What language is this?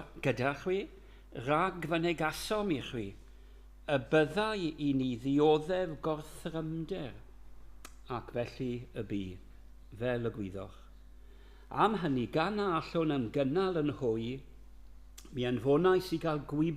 Welsh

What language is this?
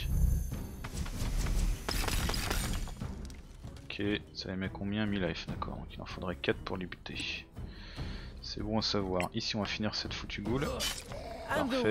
French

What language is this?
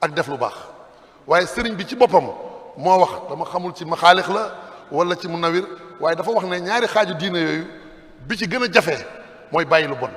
Wolof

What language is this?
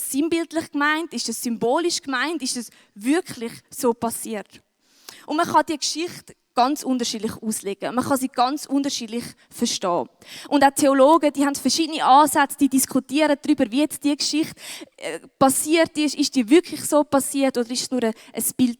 Swiss German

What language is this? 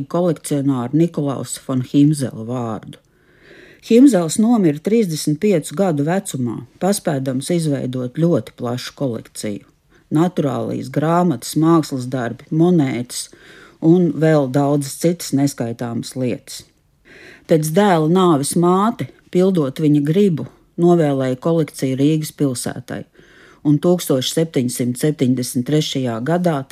Latvian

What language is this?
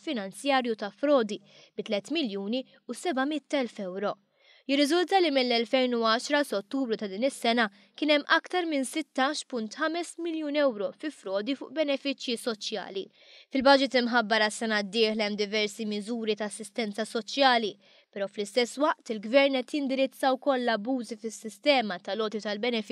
Maltese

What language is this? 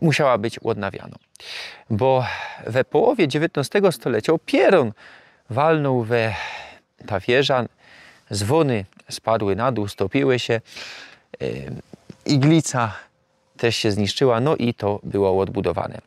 Silesian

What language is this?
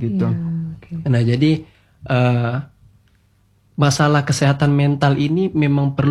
Indonesian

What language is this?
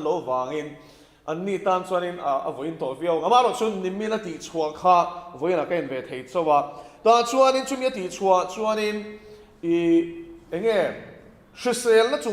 Mizo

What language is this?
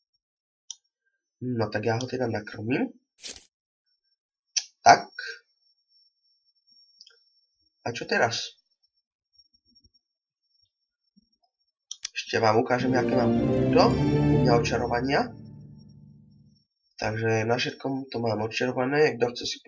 Slovak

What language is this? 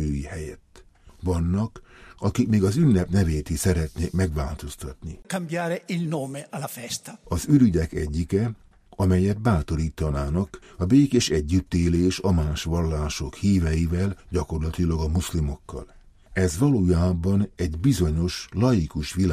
Hungarian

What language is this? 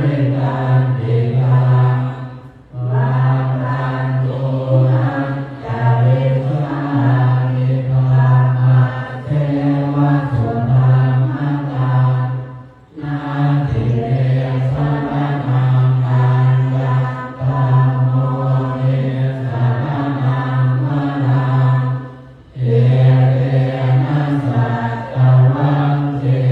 Pali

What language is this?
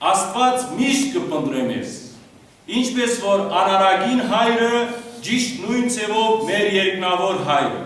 Western Armenian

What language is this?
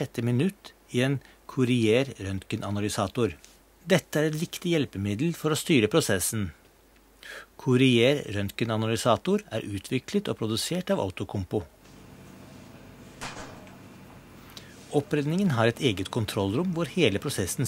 Norwegian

